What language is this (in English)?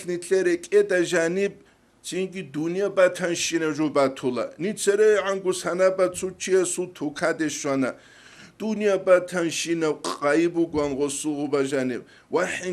Avaric